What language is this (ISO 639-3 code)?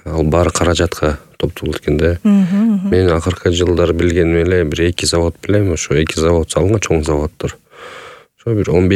kir